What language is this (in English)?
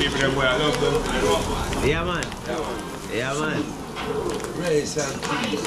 Jamaican Creole English